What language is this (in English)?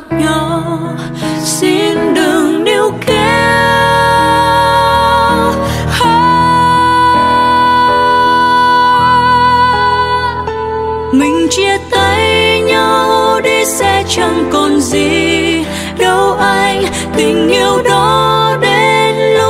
Vietnamese